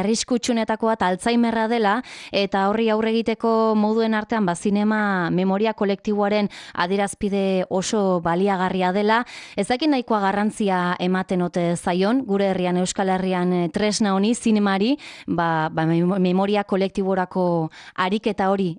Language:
Basque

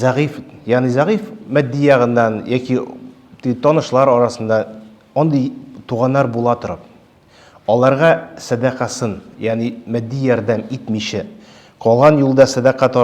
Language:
Tatar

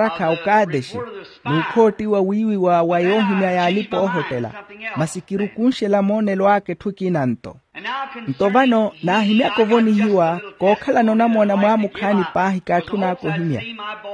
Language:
Makhuwa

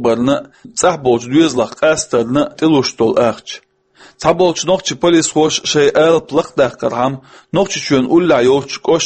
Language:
Chechen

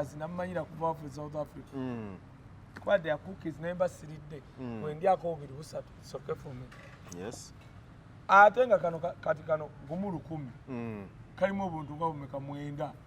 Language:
Ganda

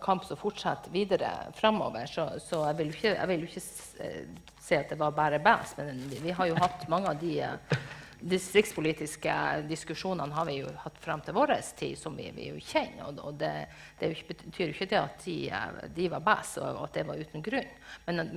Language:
Norwegian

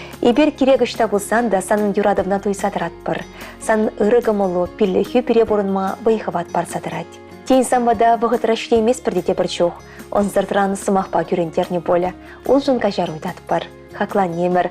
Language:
Chuvash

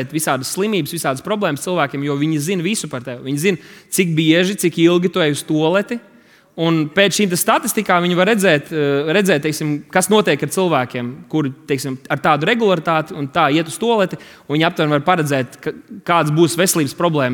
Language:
Latvian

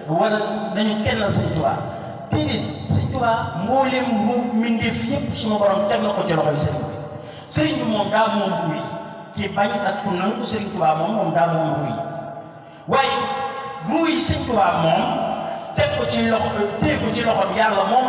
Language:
Wolof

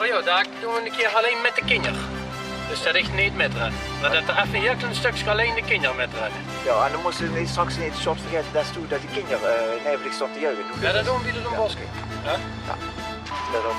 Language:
Limburgish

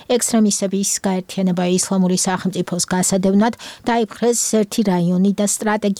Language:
Georgian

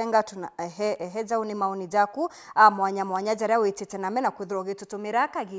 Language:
Meru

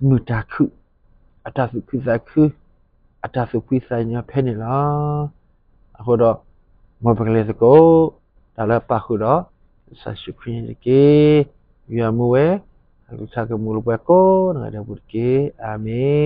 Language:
S'gaw Karen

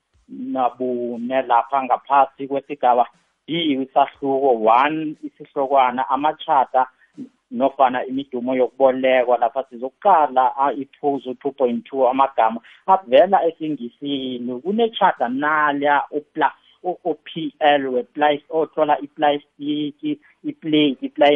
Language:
South Ndebele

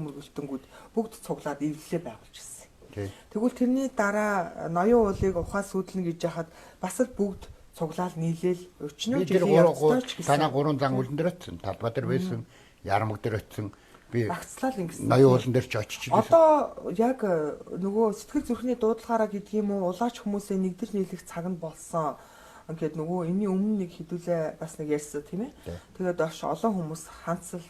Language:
Mongolian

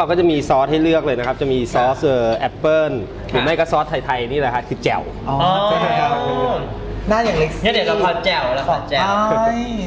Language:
Thai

